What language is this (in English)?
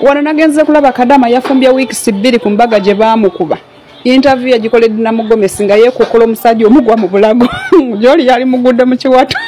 Ganda